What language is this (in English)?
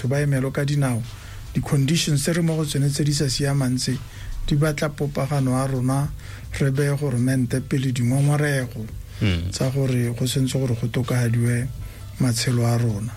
Tswana